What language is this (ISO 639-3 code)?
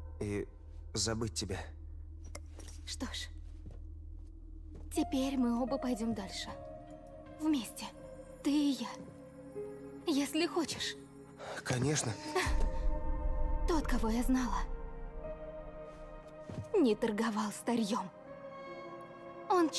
rus